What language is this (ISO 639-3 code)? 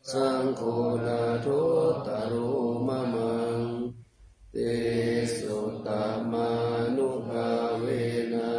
pli